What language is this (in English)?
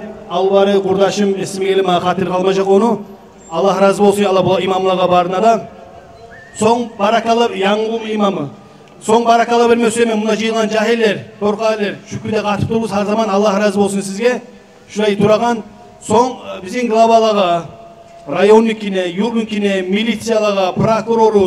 Kumyk